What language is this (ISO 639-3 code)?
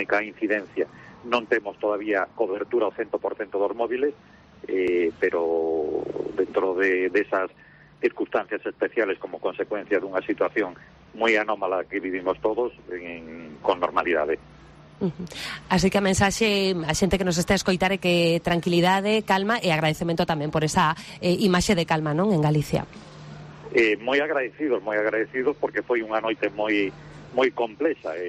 glg